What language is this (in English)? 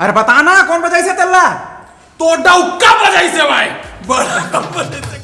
Chhattisgarhi